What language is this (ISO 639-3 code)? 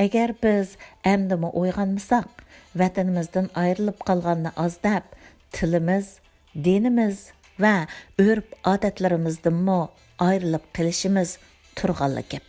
uig